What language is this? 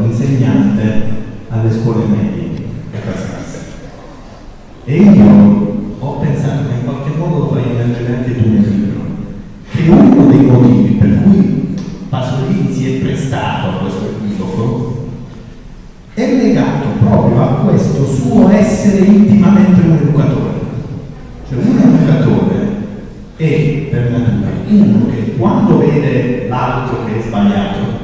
Italian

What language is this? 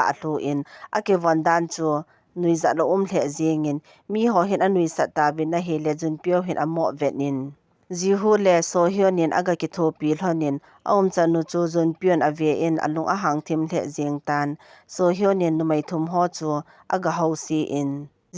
Thado Chin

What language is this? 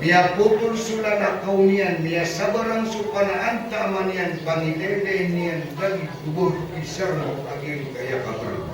Maranao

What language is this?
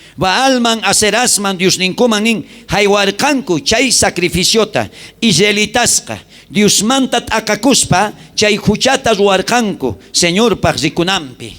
South Bolivian Quechua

